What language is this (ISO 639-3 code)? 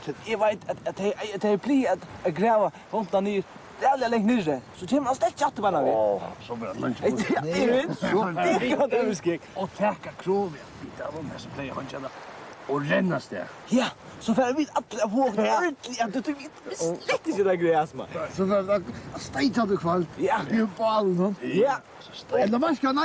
fao